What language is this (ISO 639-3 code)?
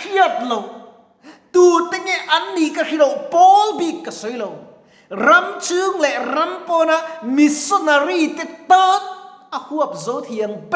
lus